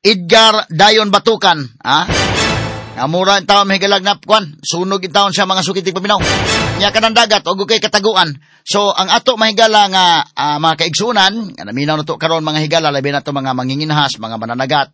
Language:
Cebuano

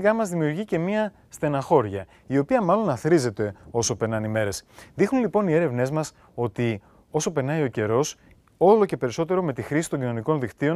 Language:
Greek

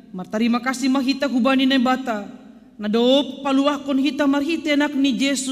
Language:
Batak Simalungun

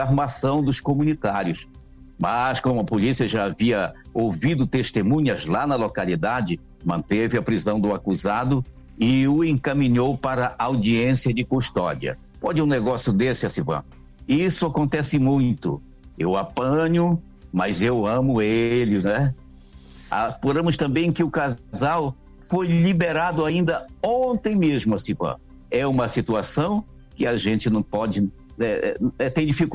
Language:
Portuguese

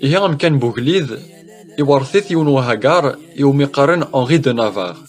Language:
Kabyle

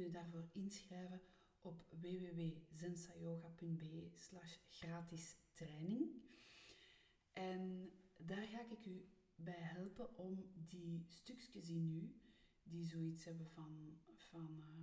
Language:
Dutch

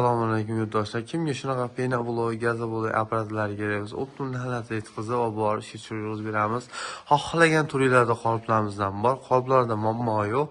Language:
Uzbek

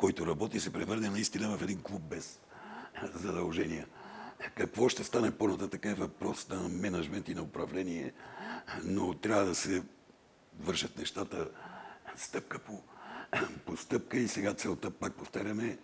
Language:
Bulgarian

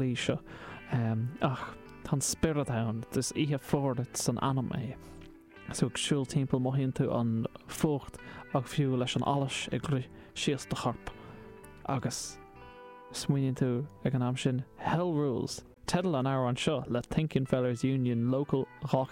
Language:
Irish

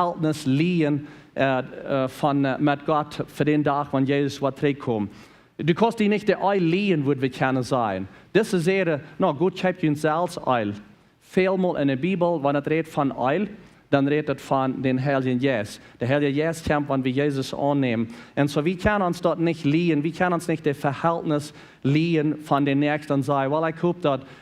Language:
Plautdietsch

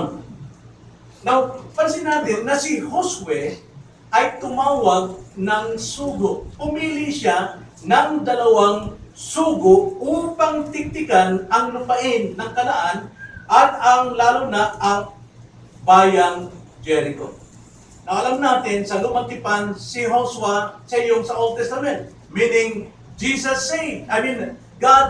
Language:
Filipino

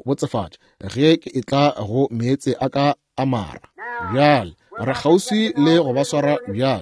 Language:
Northern Sotho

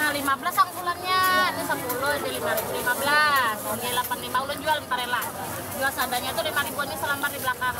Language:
Banjar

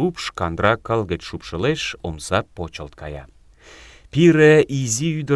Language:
Mari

